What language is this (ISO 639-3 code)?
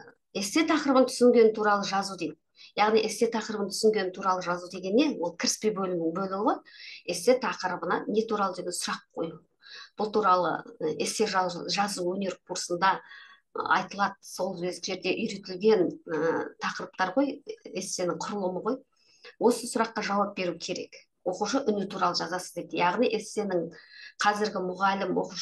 kaz